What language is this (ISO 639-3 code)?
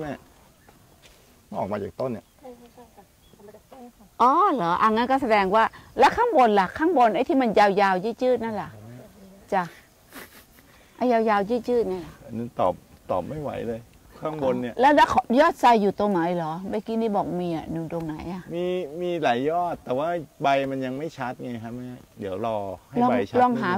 tha